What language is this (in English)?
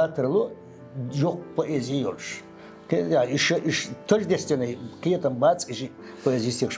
Chechen